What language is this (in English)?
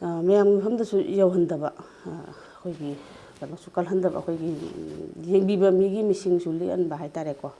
Manipuri